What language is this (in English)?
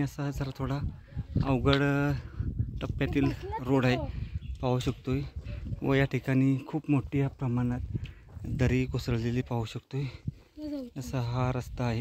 Marathi